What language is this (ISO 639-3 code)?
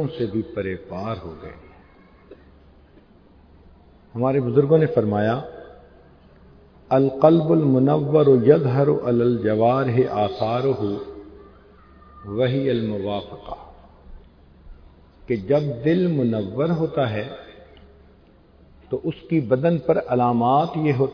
urd